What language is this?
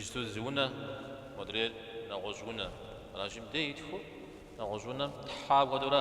Kabardian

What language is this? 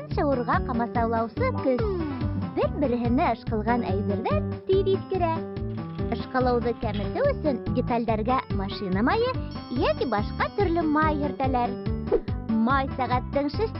Bashkir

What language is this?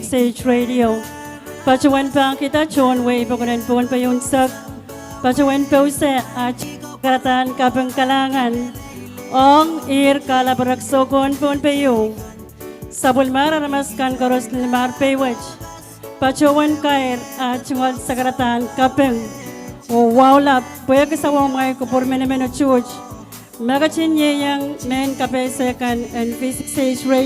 Pohnpeian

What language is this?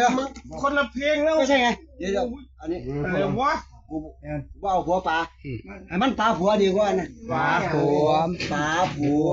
Northeastern Thai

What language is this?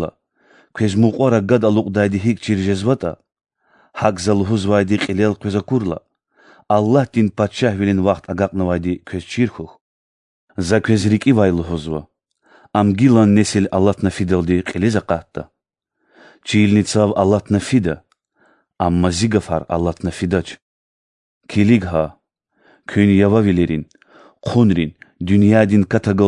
Lezghian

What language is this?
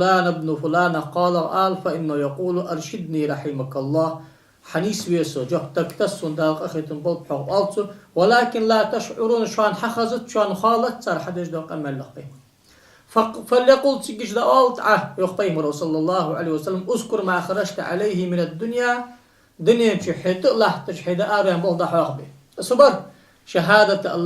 Ingush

